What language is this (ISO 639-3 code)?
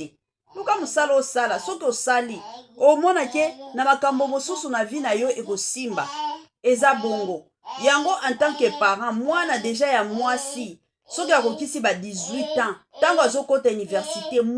lin